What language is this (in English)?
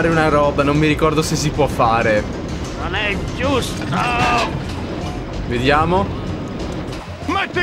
Italian